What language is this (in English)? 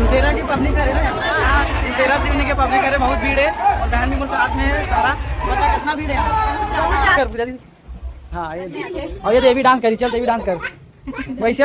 Chhattisgarhi